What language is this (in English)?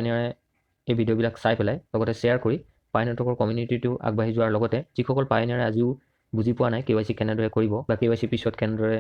Assamese